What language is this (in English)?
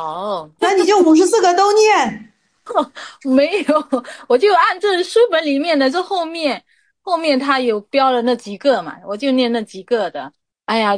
Chinese